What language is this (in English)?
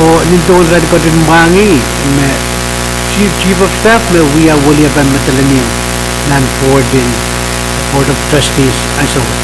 Pohnpeian